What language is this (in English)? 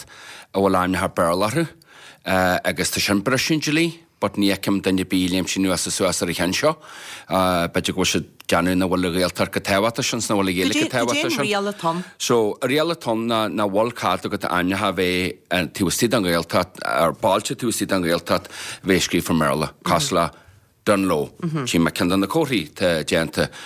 Irish